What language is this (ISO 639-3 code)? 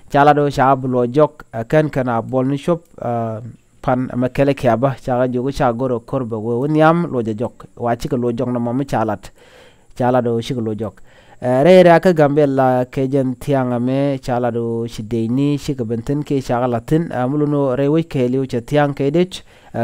nus